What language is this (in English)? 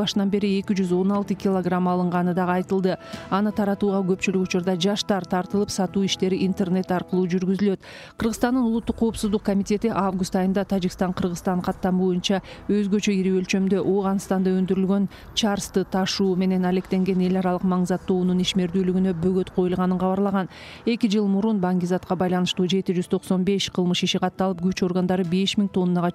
Kyrgyz